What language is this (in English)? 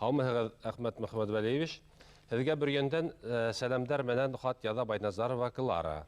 Bashkir